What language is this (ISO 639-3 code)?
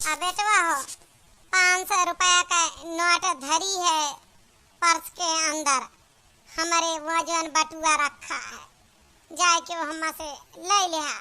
awa